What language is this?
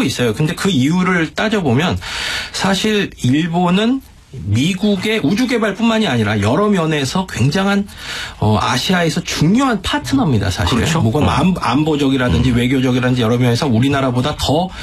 Korean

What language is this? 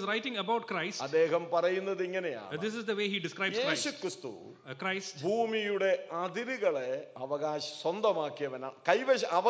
Malayalam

